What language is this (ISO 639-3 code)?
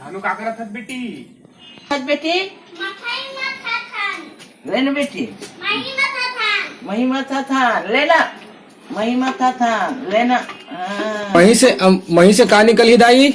hne